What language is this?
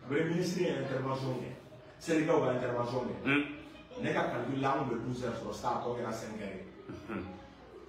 Bambara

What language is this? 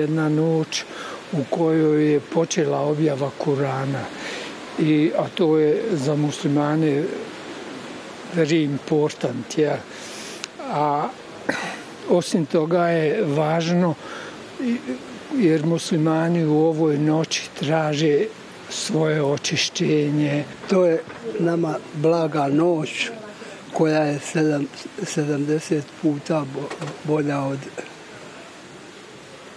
Bosnian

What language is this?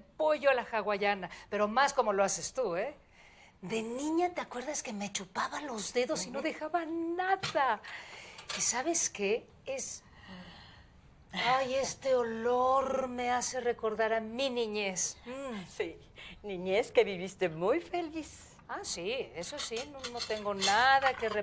Spanish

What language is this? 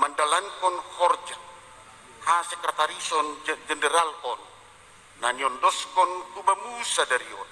Batak Simalungun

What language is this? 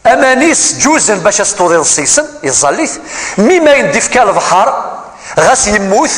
Kabyle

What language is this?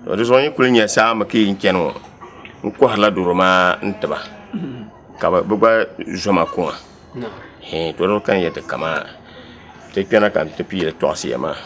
Dagbani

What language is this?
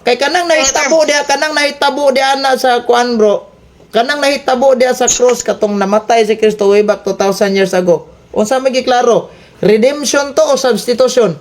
Cebuano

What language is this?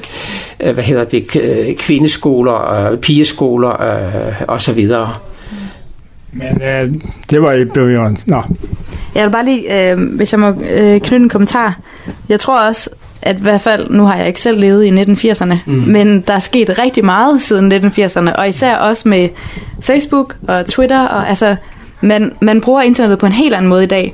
Danish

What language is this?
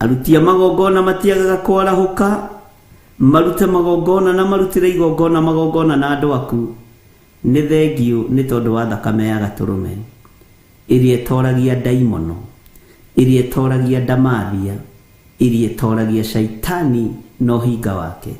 Kikuyu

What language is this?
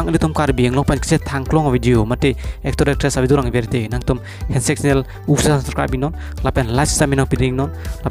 Karbi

